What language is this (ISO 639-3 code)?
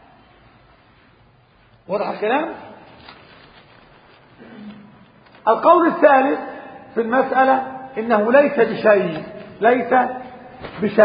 ara